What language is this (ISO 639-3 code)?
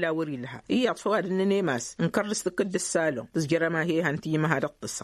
taq